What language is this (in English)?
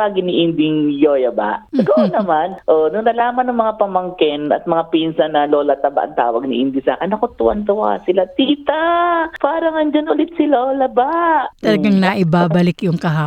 Filipino